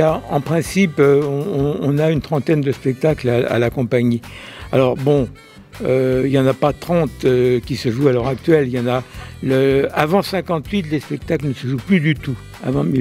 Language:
French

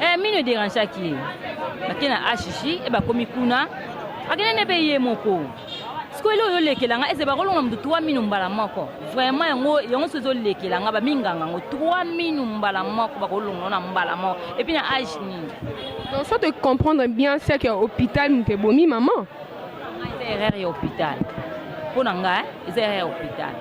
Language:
Lingala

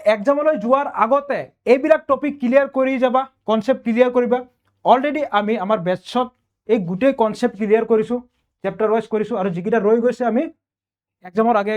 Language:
Assamese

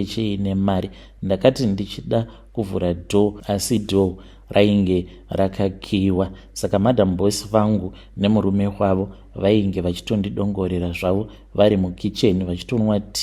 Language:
Shona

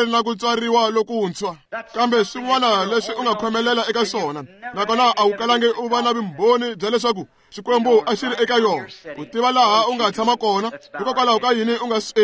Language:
Tsonga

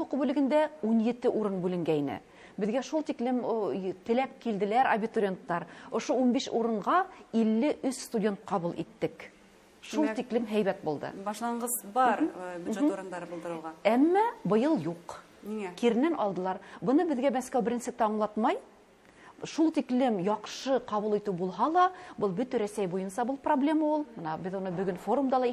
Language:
Bashkir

